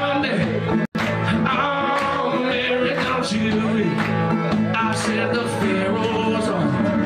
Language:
English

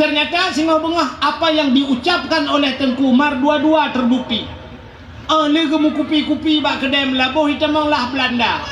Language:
Achinese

